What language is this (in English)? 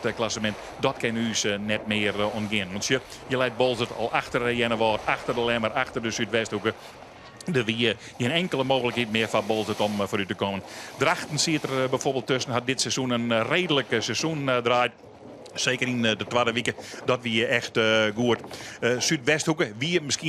Western Frisian